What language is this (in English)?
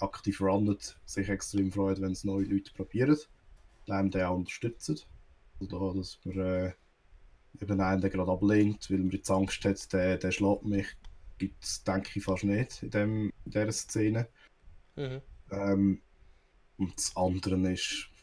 Swiss German